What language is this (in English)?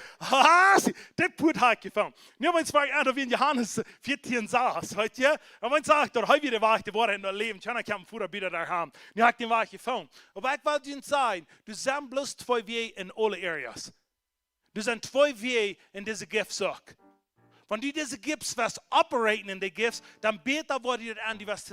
Plautdietsch